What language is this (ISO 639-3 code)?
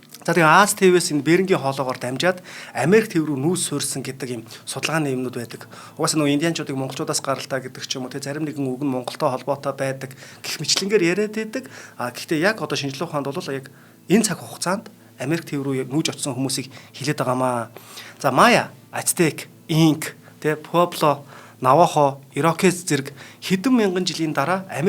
mon